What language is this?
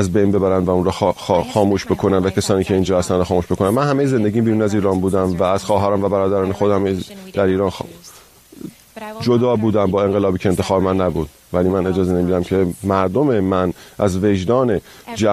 Persian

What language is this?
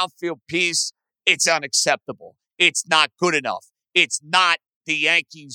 English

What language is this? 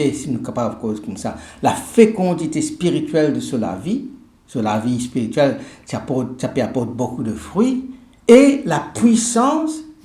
Morisyen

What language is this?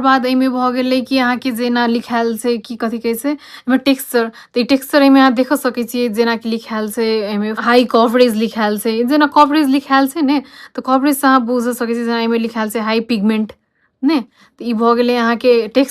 Maithili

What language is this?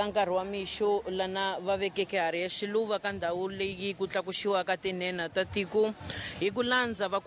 Tsonga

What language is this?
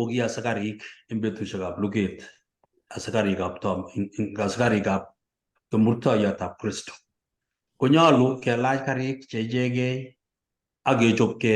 Kalenjin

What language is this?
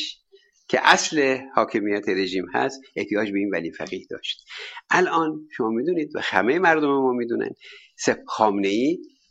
Persian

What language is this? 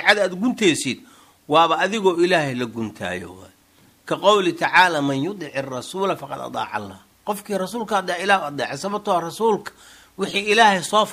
Somali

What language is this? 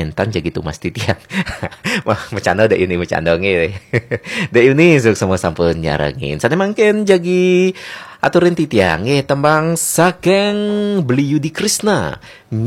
Balinese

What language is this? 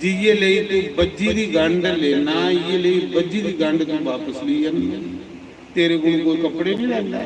Dogri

